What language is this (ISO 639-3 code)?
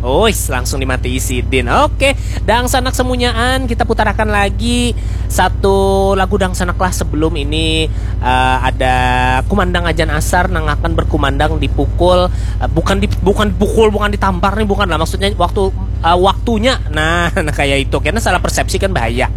bjn